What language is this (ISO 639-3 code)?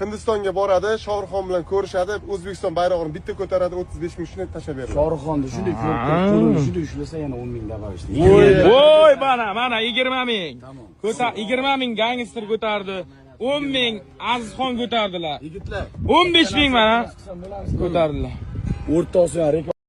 uzb